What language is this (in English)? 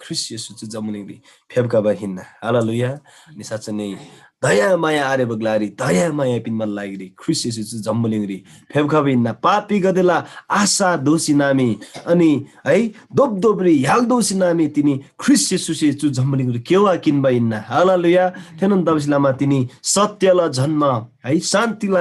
Eastern Tamang